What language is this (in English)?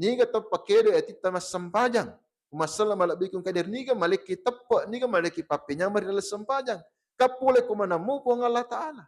Buginese